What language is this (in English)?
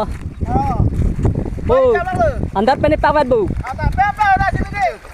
Karbi